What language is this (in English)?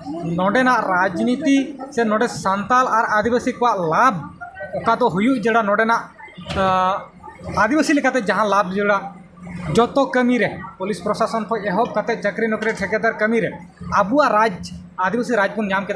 Santali